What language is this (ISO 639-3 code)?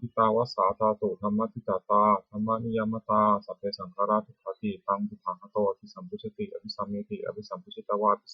pli